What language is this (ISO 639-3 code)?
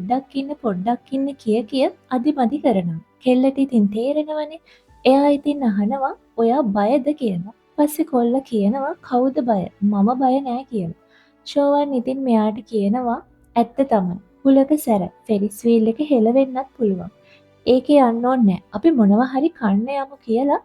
sin